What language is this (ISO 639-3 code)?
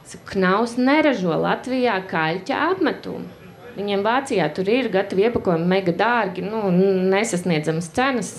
lav